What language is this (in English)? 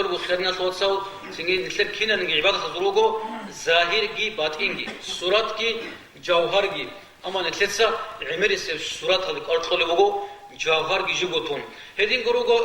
Avaric